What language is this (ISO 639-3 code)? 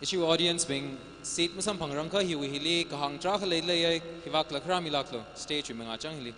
nmf